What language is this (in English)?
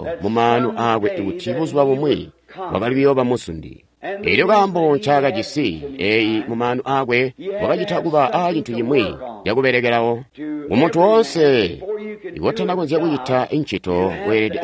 Tonga (Zambia)